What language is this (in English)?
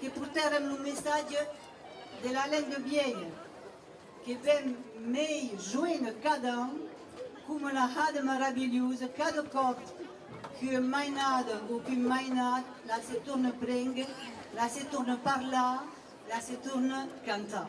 Occitan